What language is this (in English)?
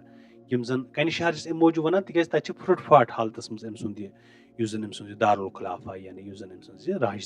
Kashmiri